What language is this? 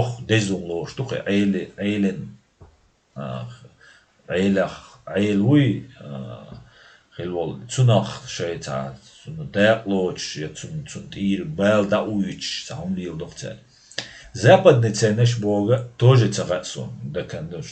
Chechen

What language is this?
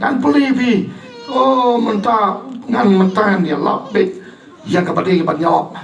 Khasi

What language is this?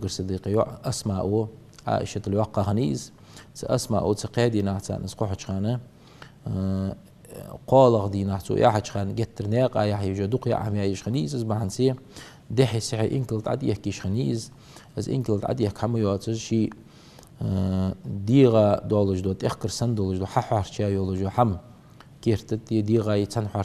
Ingush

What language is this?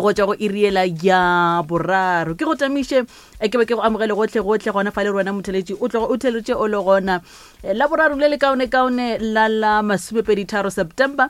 Northern Sotho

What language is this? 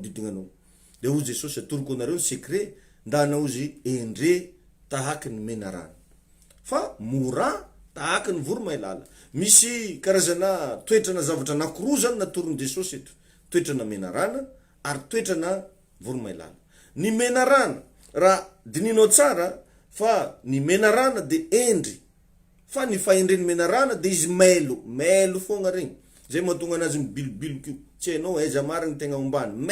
Malagasy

